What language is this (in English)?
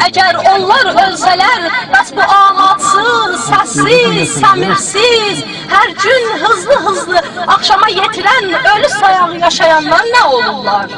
South Azerbaijani